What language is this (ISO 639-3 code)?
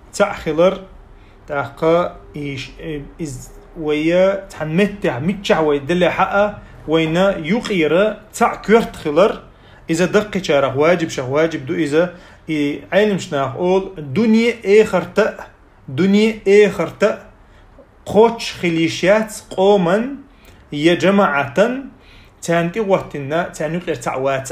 che